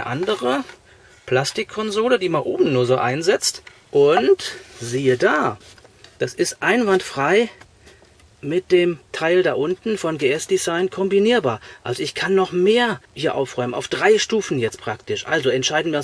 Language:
German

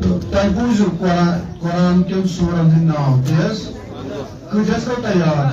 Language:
Kashmiri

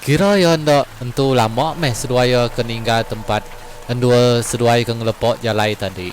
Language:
Iban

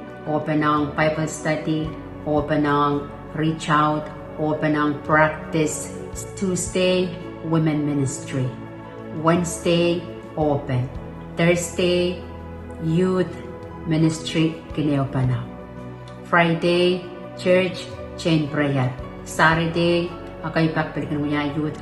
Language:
Pohnpeian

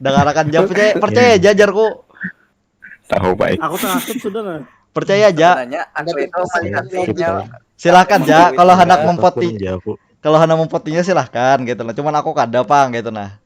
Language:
Banjar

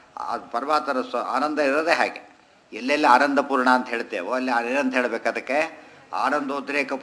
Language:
Kannada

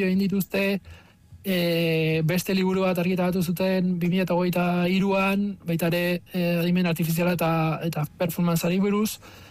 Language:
Basque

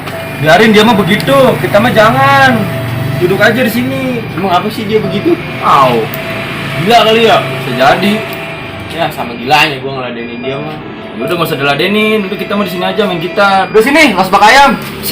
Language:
Betawi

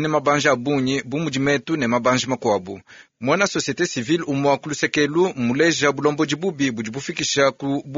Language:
Luba-Lulua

